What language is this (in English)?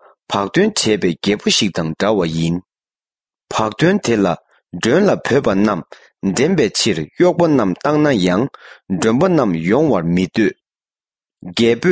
Tibetan